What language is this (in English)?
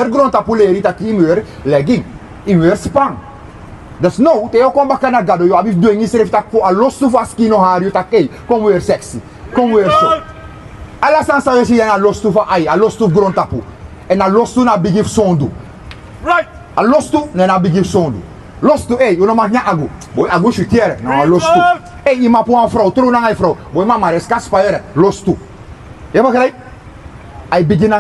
Sranan Tongo